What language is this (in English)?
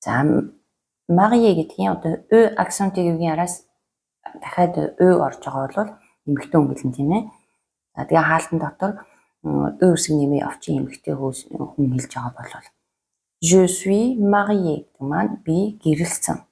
Mongolian